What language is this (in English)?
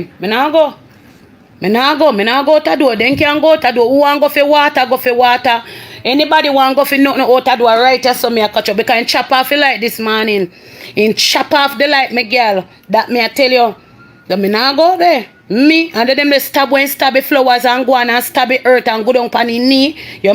Jamaican Creole English